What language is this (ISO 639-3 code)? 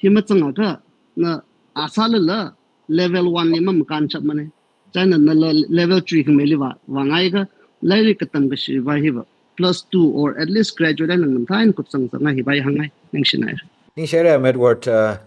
nmf